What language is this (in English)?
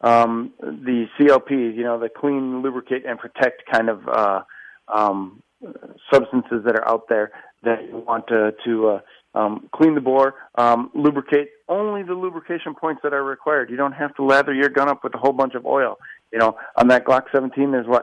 English